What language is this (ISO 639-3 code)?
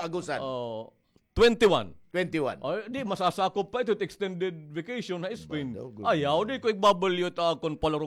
war